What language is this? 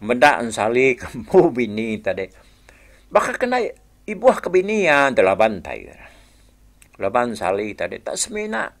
Iban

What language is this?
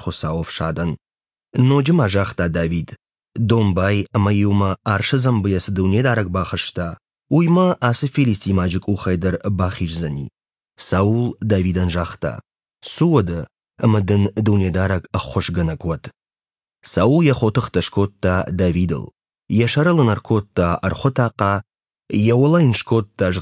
Ossetic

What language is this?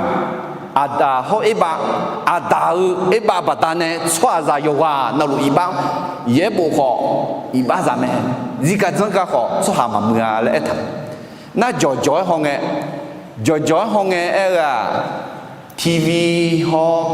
Akha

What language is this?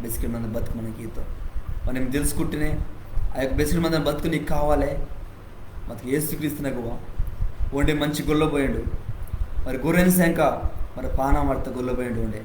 Koya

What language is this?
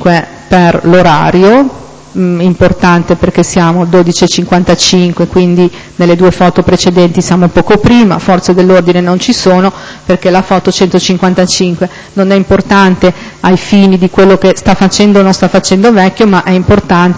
Italian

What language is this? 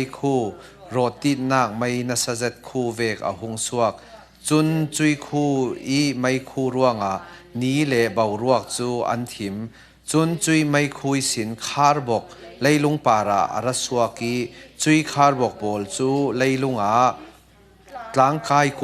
Falam Chin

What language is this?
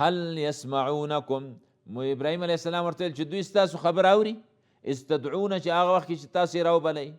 Pashto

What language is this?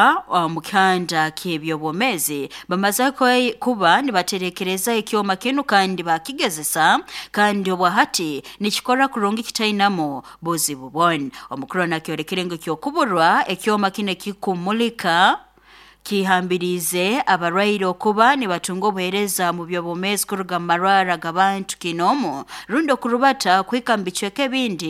Nyoro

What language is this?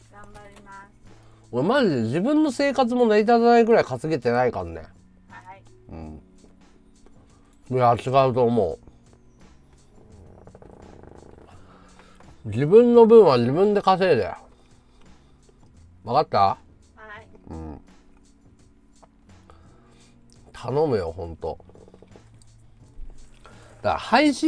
Japanese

